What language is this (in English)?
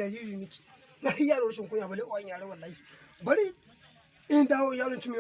Hausa